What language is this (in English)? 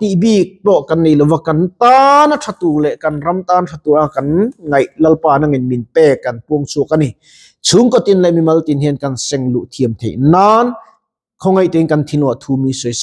Mizo